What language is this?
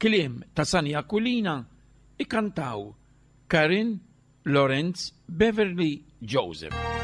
Maltese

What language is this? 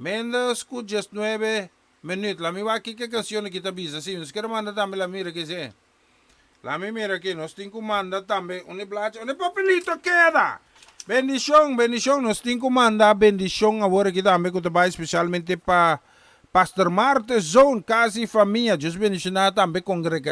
Papiamento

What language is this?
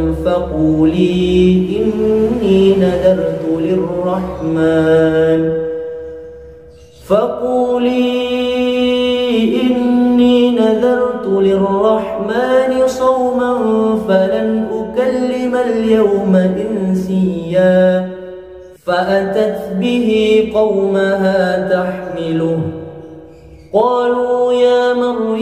Arabic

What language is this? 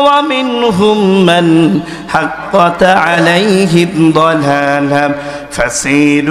Bangla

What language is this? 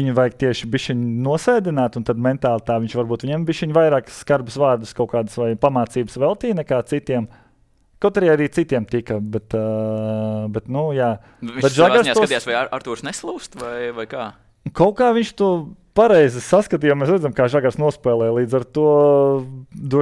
Latvian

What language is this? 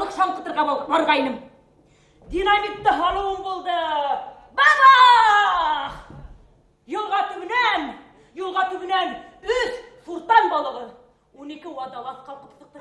Bashkir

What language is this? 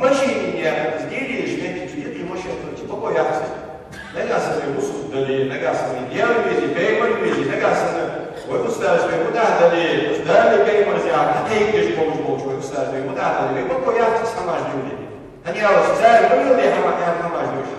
Ingush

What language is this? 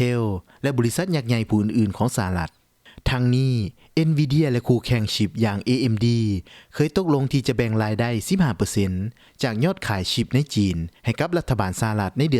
Lao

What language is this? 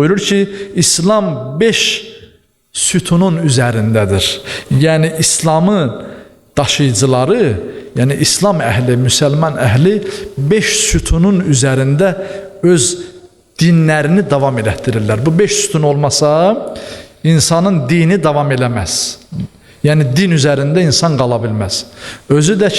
Azerbaijani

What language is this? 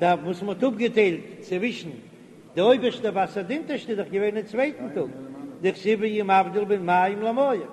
Yiddish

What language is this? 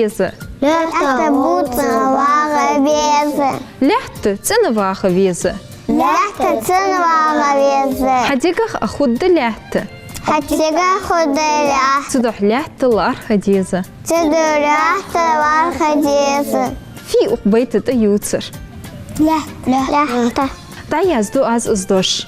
Ingush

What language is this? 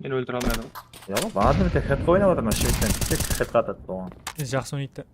Kara-Kalpak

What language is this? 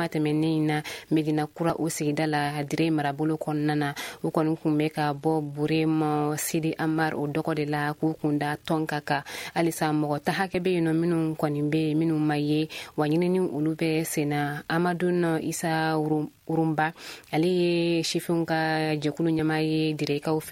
Bambara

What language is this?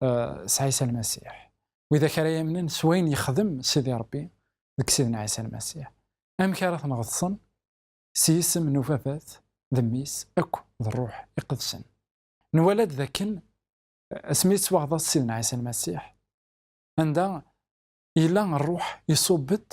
Kabyle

